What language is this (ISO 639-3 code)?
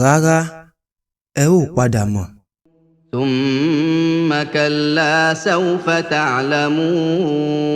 yor